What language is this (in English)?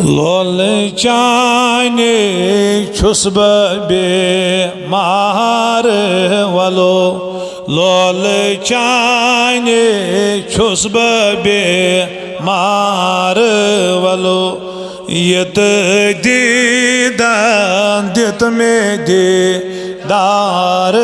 Kashmiri